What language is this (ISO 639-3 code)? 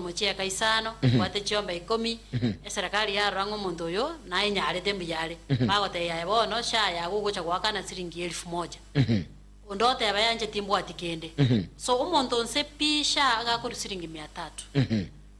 guz